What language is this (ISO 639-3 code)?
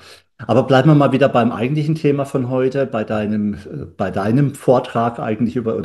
deu